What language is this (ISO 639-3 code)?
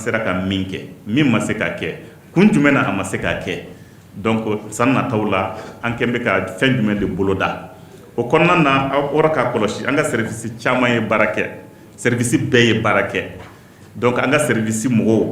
bam